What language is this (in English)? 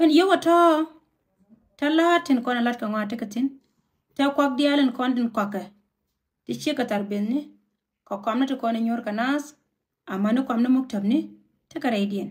Nuer